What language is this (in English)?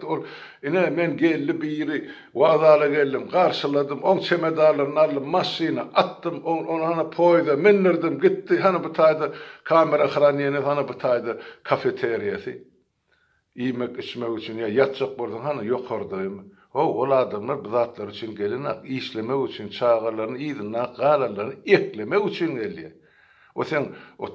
Turkmen